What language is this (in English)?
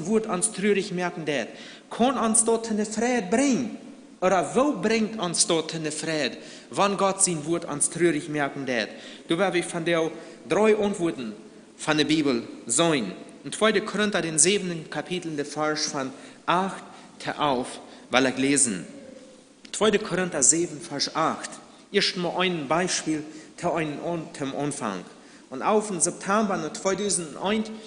Plautdietsch